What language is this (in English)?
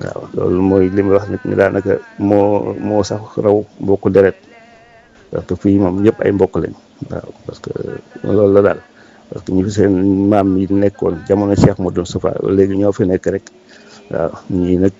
Wolof